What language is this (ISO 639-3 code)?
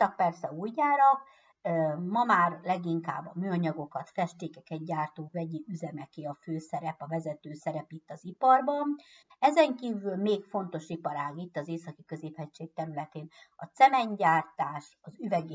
hun